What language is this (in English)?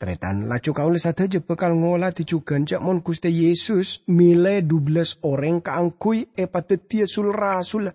Madurese